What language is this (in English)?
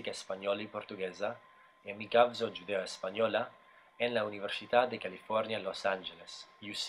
Ladino